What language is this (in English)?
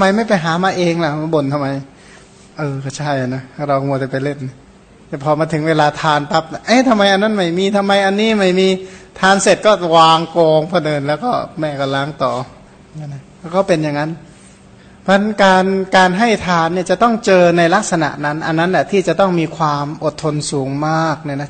Thai